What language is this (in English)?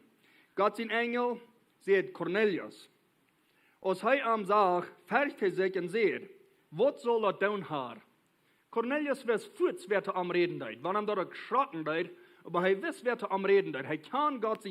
Plautdietsch